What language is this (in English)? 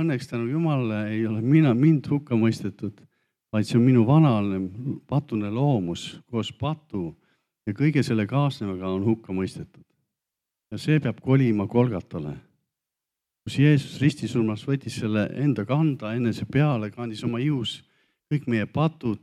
Estonian